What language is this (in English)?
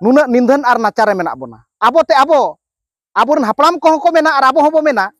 Santali